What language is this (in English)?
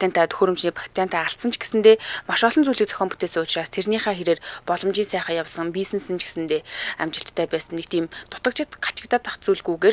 Mongolian